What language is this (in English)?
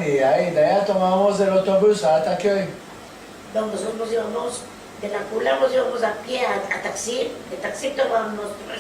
Ladino